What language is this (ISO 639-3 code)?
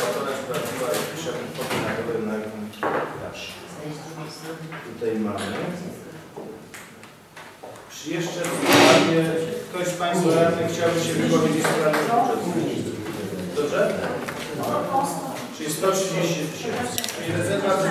pol